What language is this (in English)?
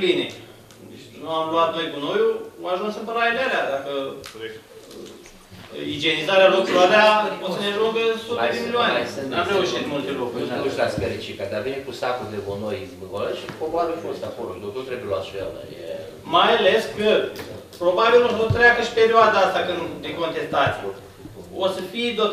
Romanian